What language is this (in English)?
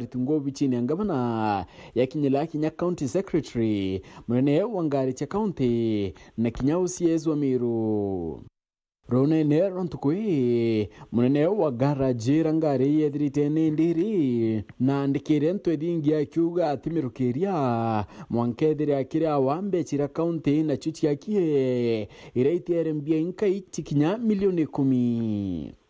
Meru